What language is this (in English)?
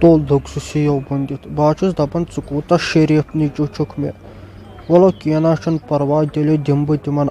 Kashmiri